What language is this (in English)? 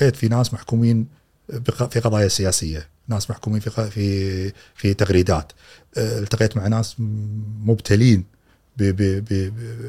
Gulf Arabic